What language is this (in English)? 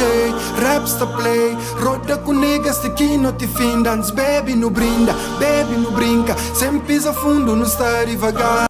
Kabuverdianu